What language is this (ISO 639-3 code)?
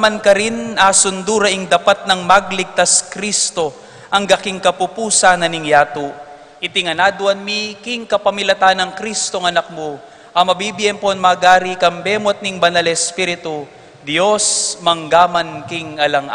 pam